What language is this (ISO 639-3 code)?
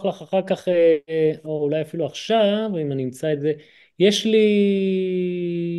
heb